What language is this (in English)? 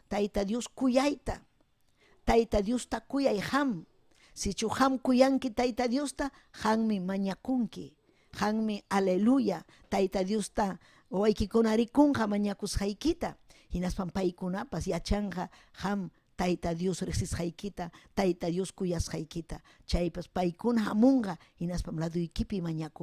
Ayacucho Quechua